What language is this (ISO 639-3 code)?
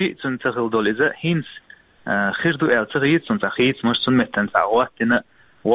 che